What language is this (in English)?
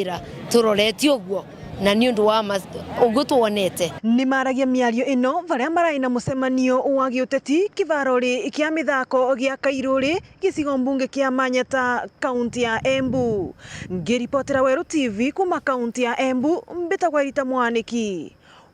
Meru